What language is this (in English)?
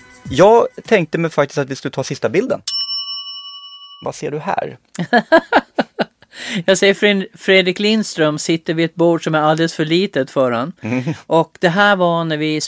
Swedish